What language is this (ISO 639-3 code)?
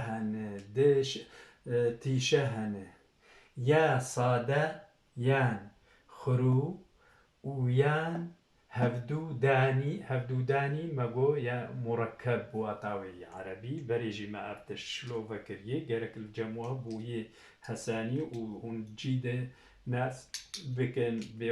kur